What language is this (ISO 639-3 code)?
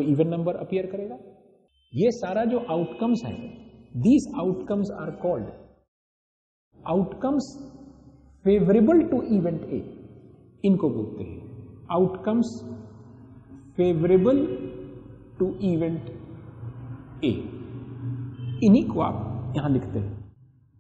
hin